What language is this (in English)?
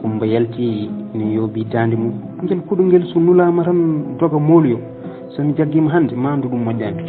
Fula